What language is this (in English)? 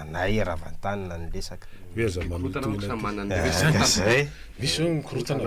Malagasy